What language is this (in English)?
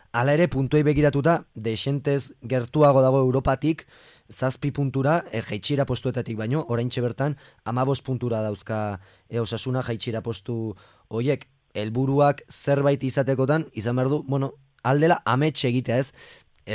Basque